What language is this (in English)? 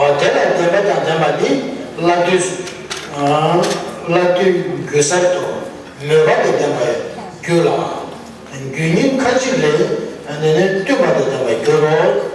Tibetan